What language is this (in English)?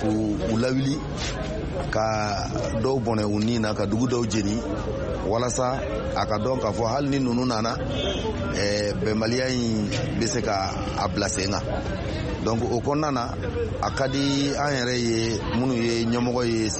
Bambara